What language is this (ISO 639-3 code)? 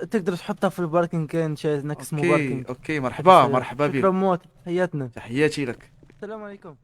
ary